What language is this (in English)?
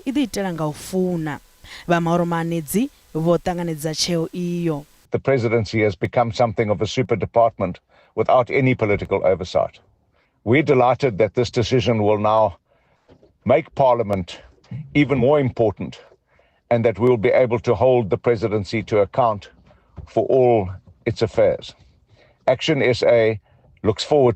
Venda